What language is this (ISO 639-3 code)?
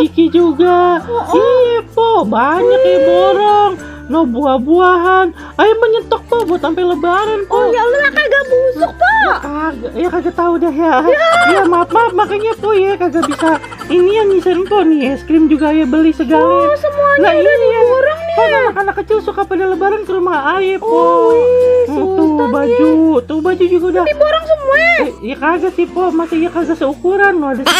bew